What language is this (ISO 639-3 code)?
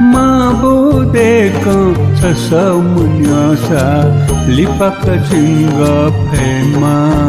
new